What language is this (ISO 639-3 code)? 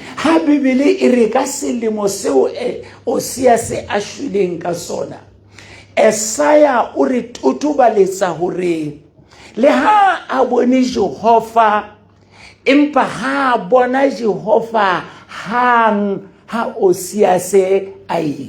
sot